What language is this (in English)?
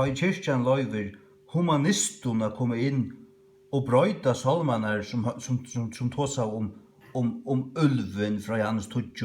Faroese